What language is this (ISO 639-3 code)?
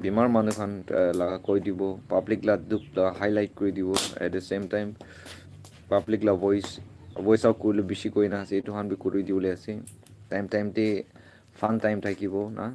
nag